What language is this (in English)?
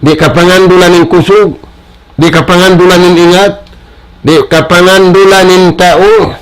Tausug